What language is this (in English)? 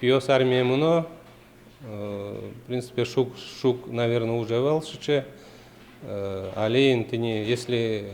Udmurt